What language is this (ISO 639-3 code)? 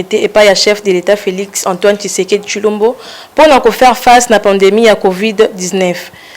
lin